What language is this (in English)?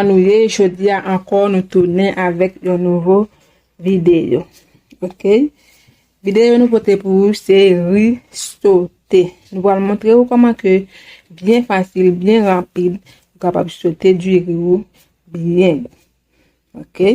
Haitian Creole